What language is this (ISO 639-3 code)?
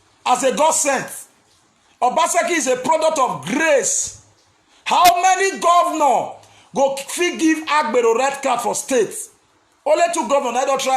pcm